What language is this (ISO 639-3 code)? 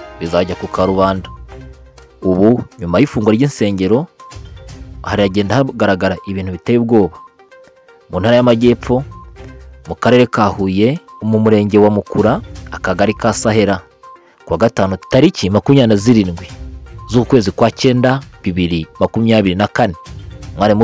kin